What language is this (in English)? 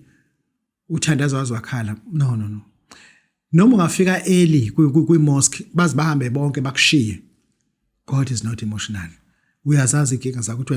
Zulu